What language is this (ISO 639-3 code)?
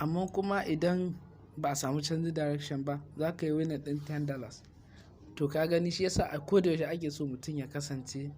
hau